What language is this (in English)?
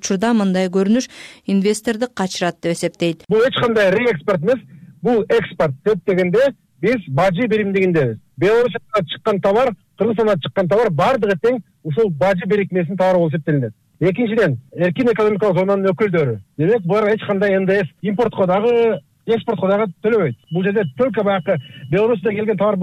Kyrgyz